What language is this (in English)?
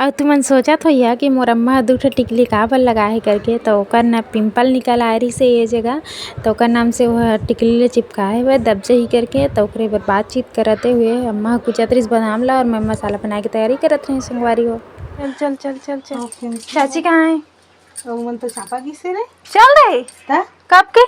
Chhattisgarhi